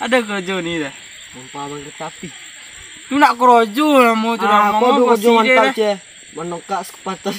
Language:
Minangkabau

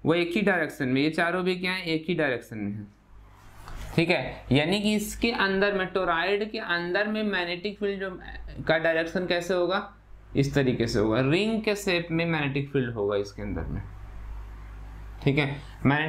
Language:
Hindi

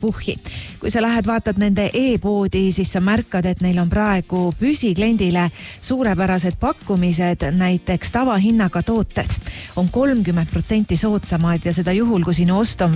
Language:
Estonian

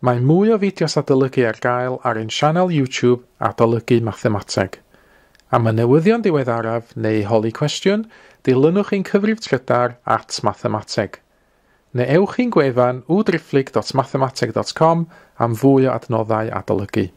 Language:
Welsh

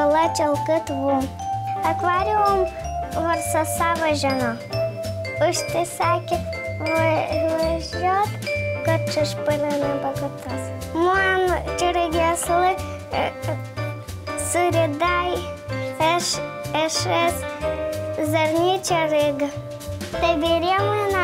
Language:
Udmurt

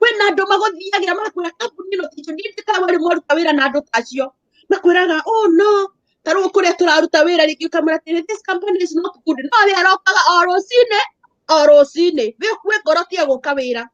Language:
Kikuyu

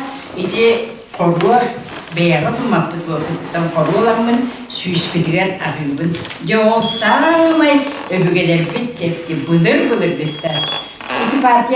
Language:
Yakut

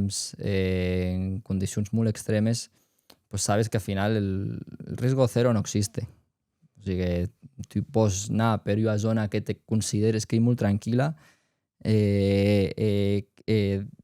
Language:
Occitan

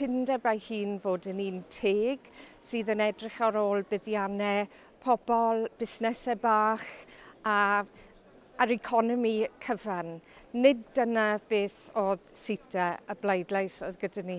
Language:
Welsh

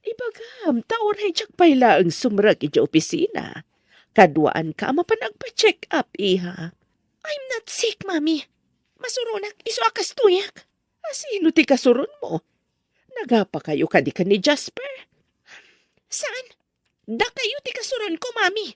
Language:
Iloko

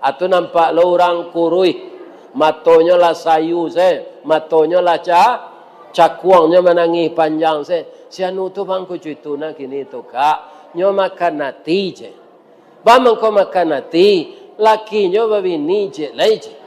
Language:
Minangkabau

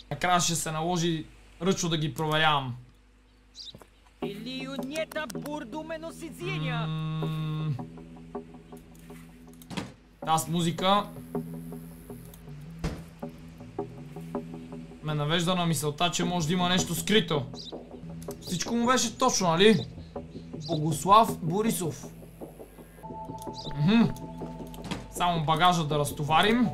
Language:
Bulgarian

